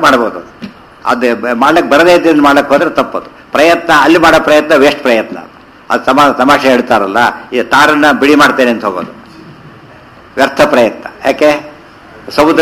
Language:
Kannada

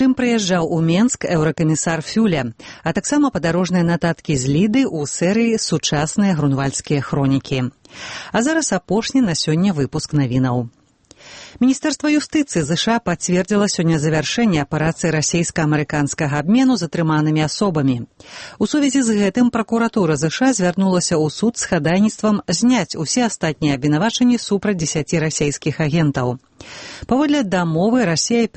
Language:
Belarusian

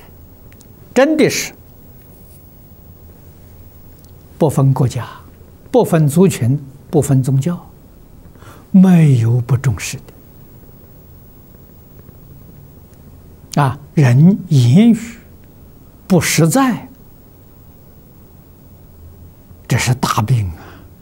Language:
Chinese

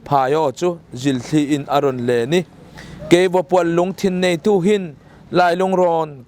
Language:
Falam Chin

